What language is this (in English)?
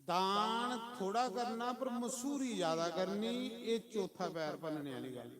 Dogri